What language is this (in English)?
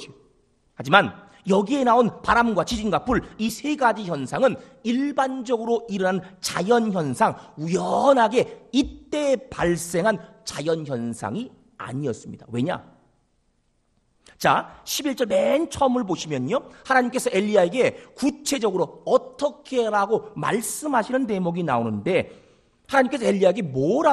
Korean